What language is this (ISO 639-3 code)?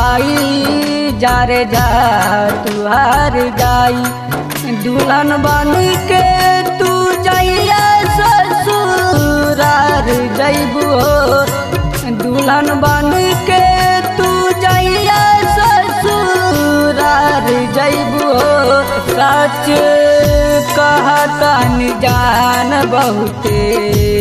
bho